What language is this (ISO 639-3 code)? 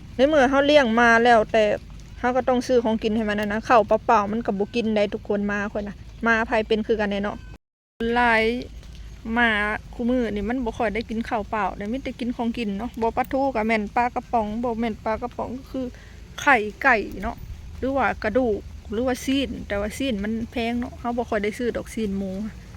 lao